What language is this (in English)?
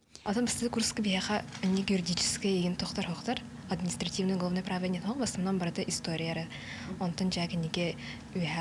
Yakut